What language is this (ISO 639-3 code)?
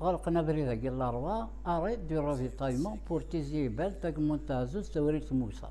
kab